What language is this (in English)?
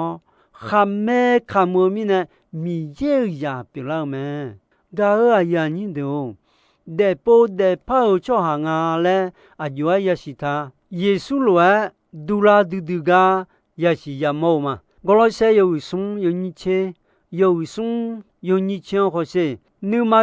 Akha